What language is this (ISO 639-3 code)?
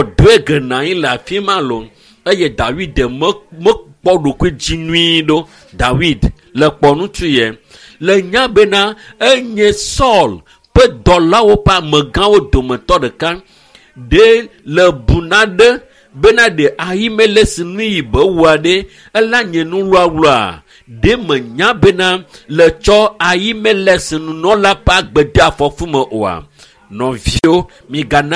ewe